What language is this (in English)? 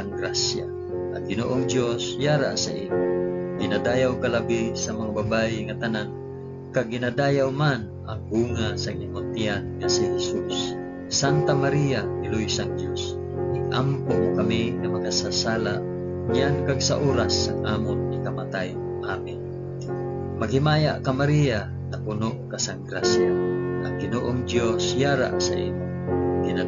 Hiligaynon